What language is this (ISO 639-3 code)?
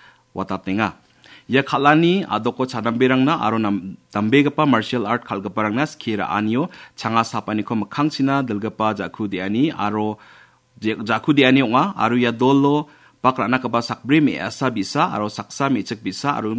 grt